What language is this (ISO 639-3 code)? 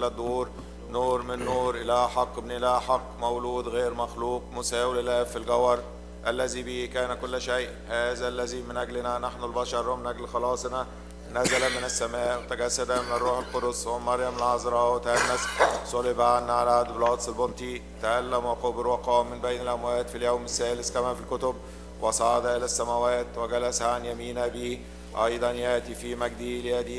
ara